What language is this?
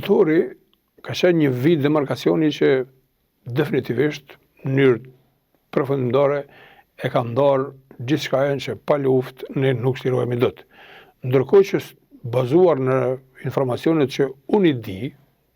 Albanian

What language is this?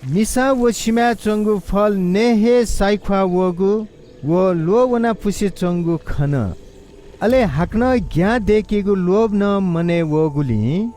Newari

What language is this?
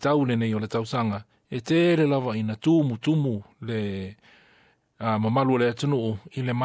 Samoan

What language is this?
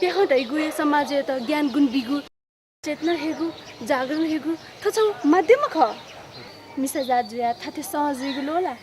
Newari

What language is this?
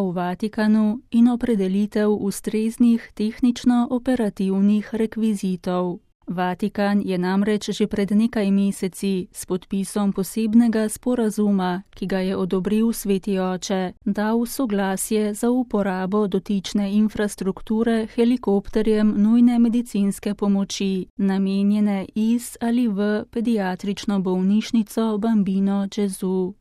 Slovenian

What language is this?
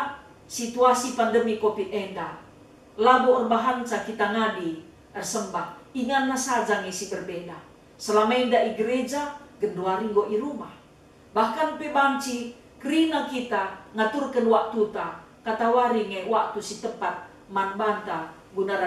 Batak Karo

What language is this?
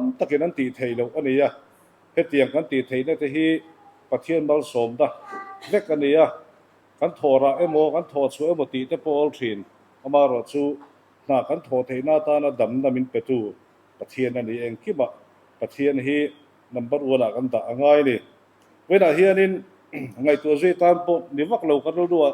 Mizo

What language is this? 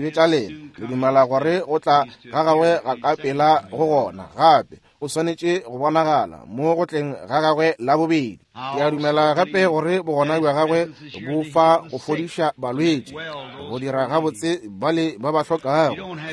Northern Sotho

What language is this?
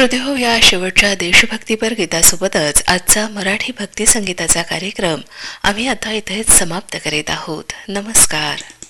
Marathi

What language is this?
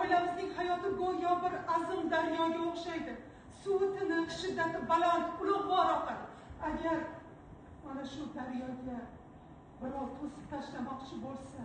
Uzbek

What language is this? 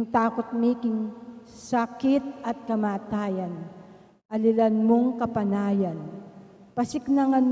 Pampanga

